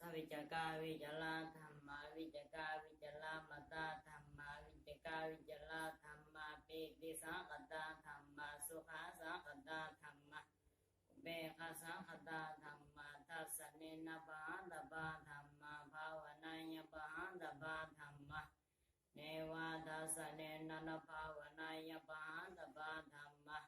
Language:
Pali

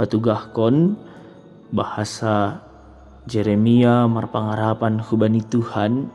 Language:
Batak Simalungun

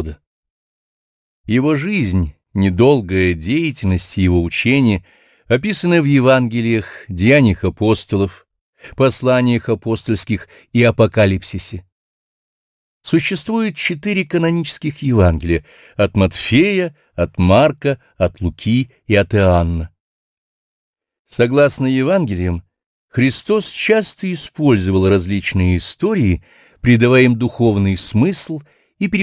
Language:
Russian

